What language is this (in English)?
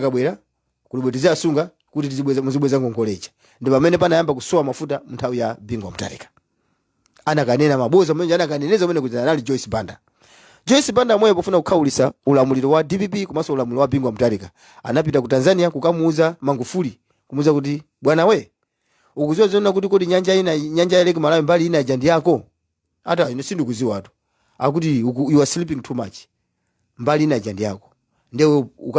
Nyanja